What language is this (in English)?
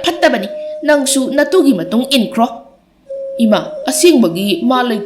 Manipuri